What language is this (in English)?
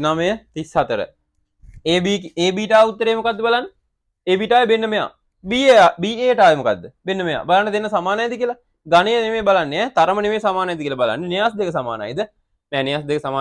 Sinhala